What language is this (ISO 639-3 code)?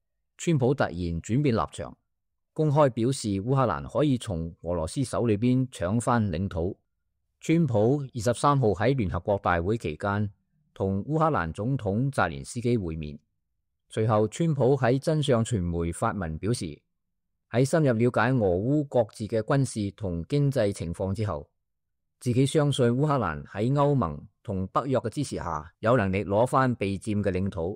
yue